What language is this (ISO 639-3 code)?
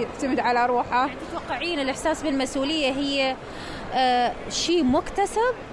acm